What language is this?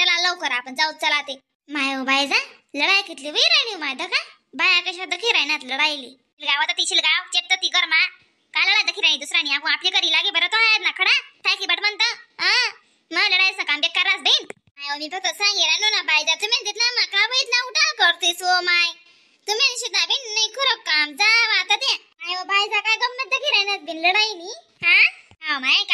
Khandesi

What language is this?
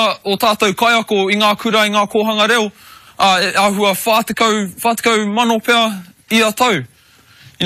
Māori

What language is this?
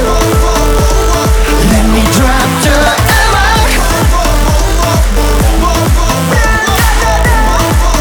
Korean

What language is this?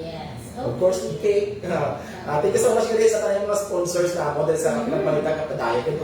Hiligaynon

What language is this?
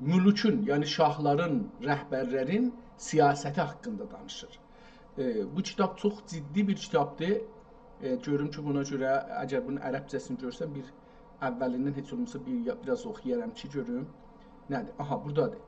South Azerbaijani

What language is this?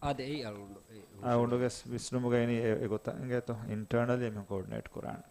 Divehi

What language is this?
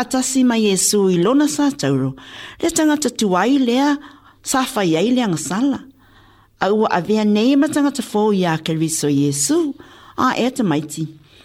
Samoan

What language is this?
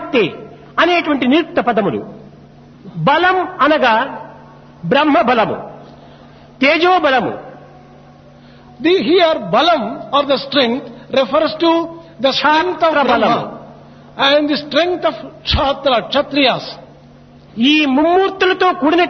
Telugu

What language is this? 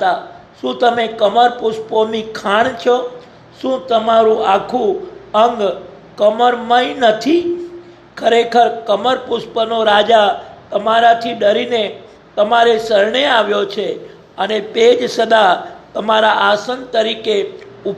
Gujarati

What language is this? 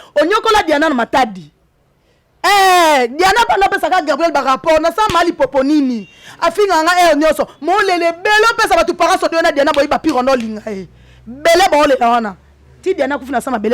Lingala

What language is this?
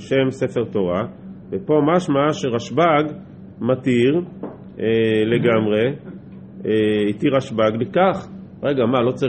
Hebrew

